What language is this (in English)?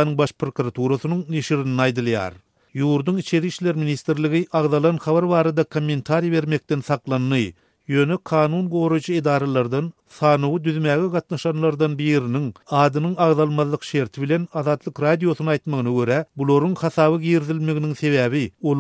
Turkmen